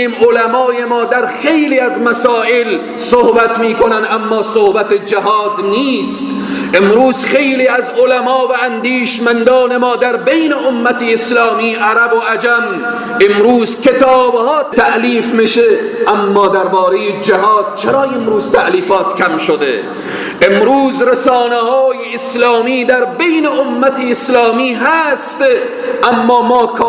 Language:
Persian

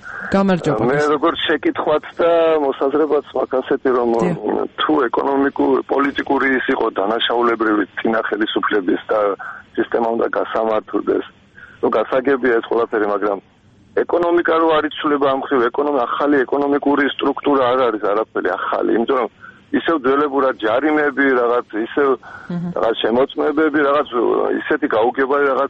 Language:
Georgian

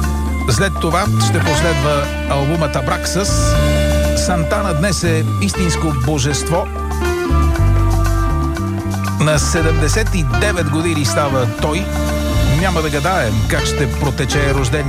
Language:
Bulgarian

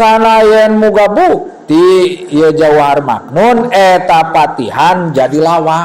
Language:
Sundanese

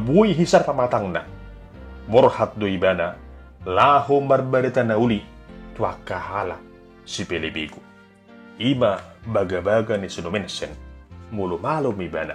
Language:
Batak Toba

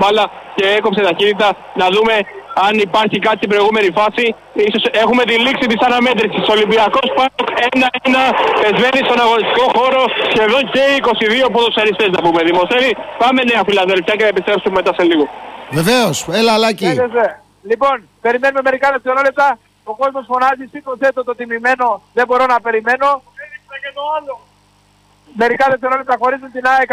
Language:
Greek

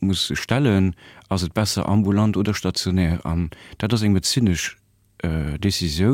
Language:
Luxembourgish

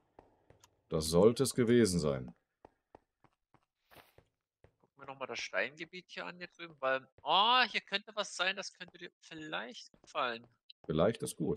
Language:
German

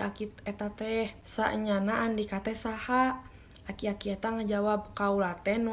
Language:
Sundanese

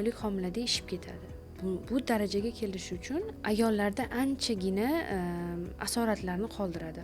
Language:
Uzbek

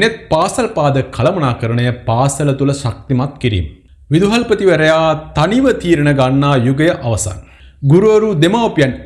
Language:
Sinhala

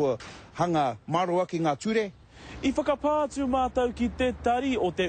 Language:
Māori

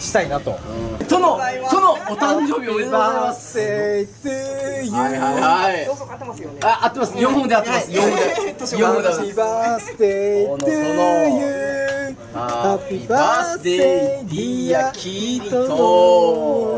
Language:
Japanese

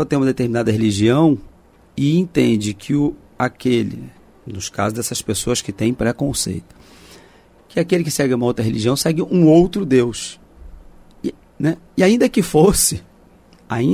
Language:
Portuguese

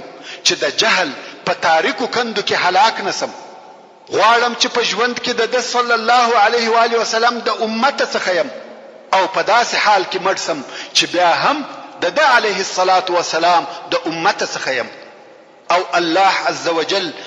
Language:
Pashto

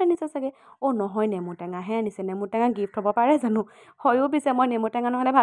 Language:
Assamese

